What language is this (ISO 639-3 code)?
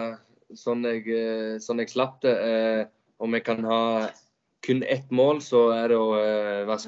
nor